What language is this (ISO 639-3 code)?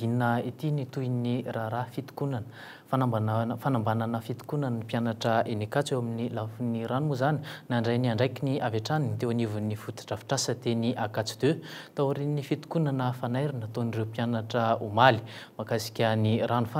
mlg